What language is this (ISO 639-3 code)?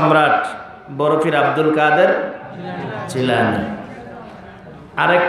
ben